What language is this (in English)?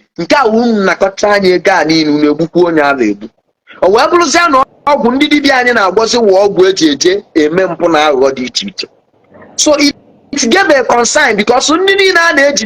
Igbo